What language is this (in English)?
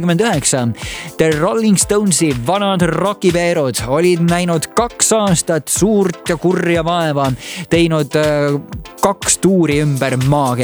Estonian